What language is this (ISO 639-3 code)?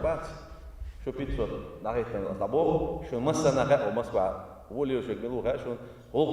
che